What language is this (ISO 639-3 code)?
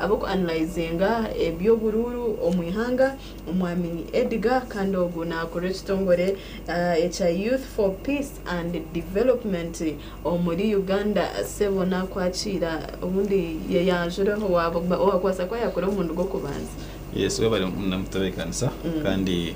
nyn